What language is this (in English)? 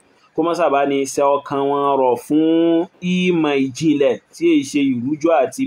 Yoruba